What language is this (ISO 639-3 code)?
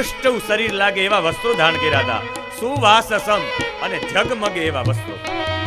guj